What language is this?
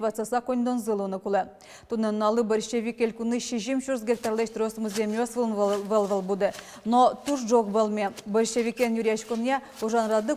Udmurt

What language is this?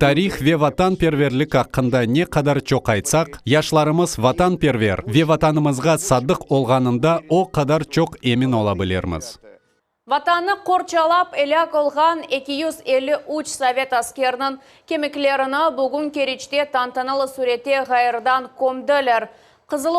Crimean Tatar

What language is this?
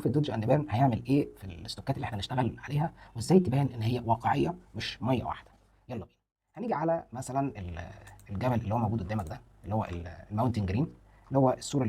Egyptian Arabic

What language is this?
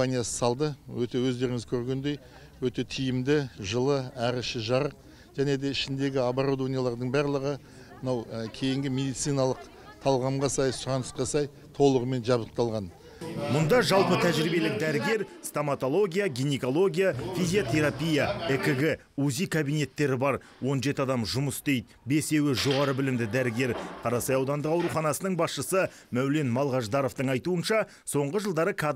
Kazakh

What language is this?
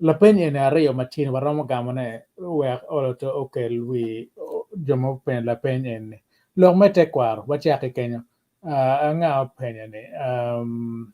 Acoli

